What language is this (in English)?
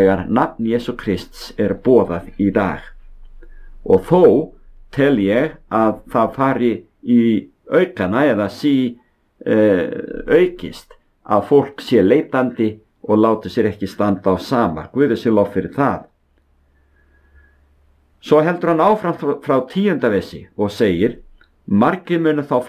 Icelandic